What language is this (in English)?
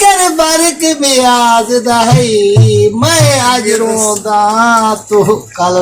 Saraiki